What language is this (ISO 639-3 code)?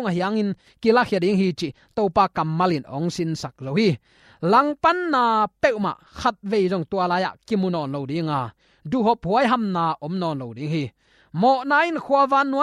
ctd